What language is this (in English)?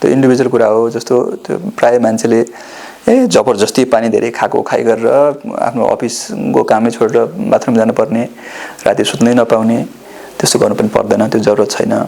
Nepali